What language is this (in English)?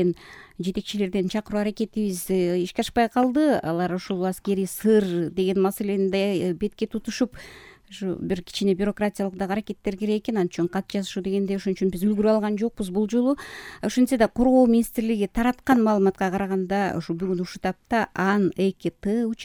Kyrgyz